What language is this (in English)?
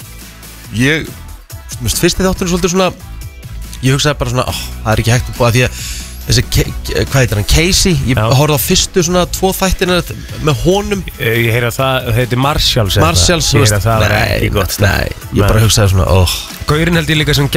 Icelandic